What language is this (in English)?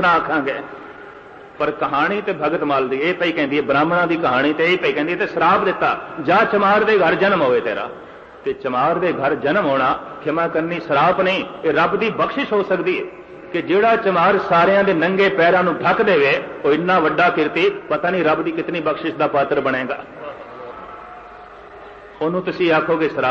Punjabi